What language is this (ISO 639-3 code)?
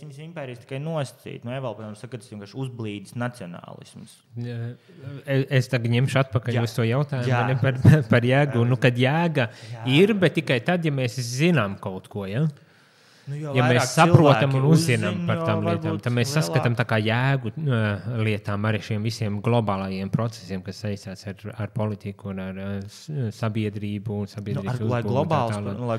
lav